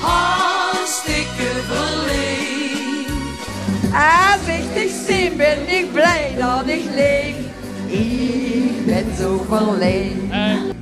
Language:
Limburgish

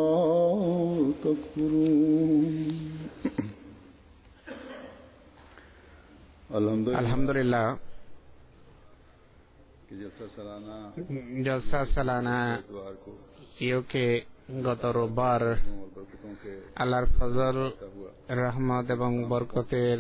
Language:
Bangla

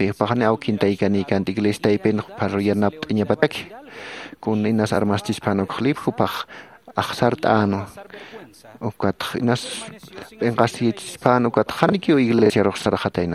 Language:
Aymara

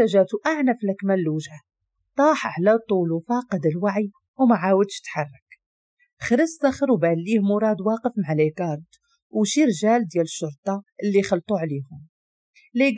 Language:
Moroccan Arabic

